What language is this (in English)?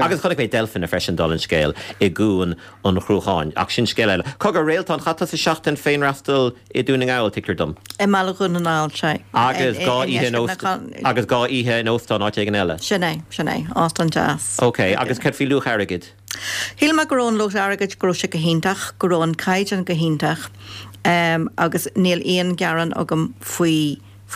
Irish